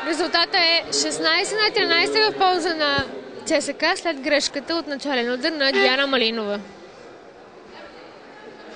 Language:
Bulgarian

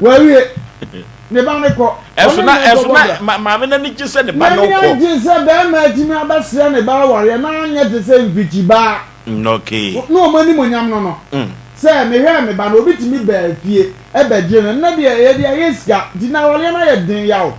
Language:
Akan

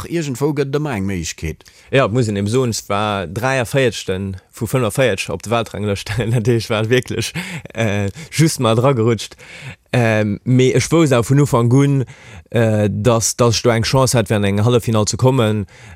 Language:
Luxembourgish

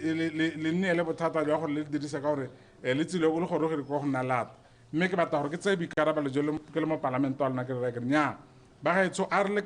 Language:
Tswana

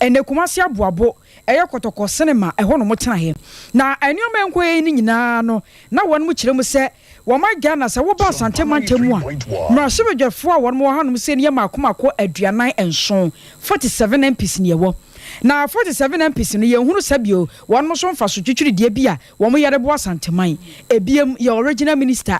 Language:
Akan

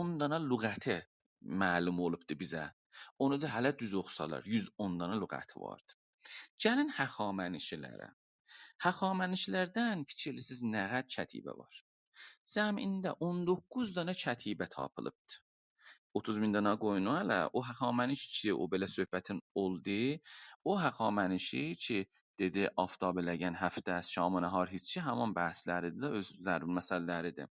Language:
South Azerbaijani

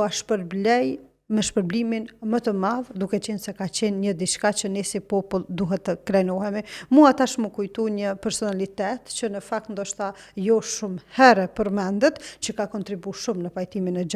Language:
Albanian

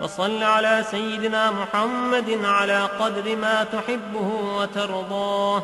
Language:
Sindhi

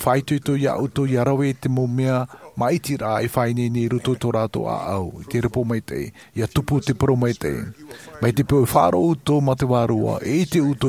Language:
Tahitian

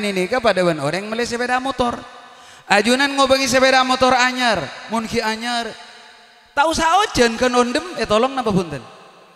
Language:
Madurese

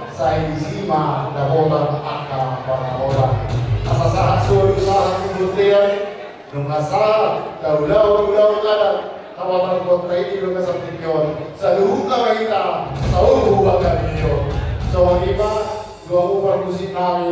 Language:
Batak Toba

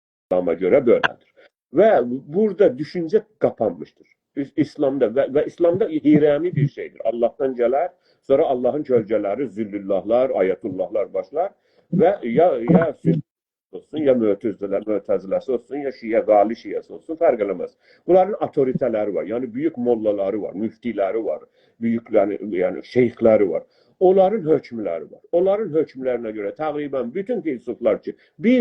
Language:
South Azerbaijani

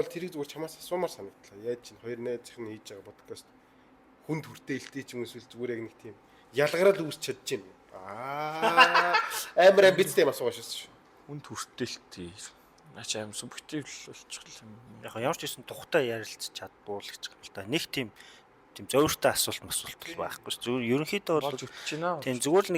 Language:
Mongolian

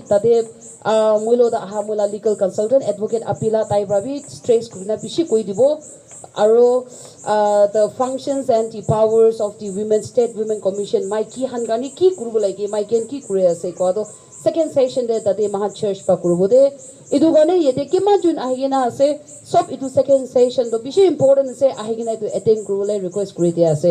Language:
Naga Pidgin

